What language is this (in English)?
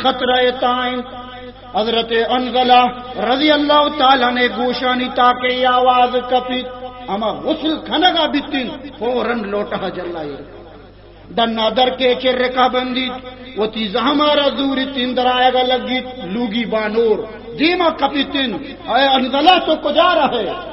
Baluchi